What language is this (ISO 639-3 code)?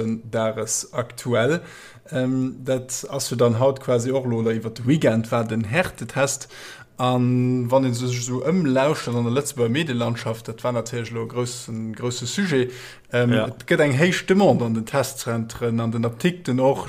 ltz